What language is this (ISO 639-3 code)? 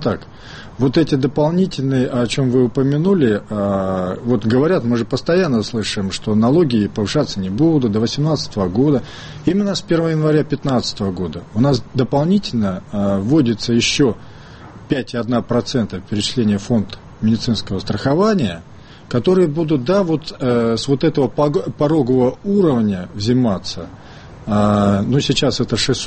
rus